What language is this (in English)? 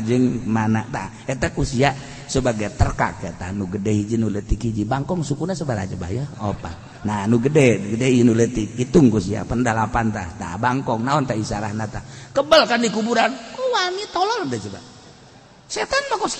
Sundanese